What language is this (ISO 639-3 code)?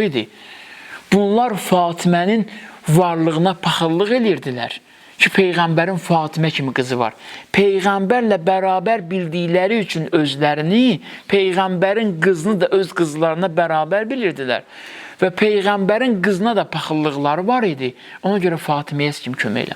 aze